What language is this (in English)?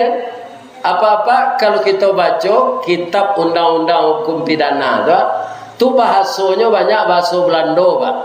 Minangkabau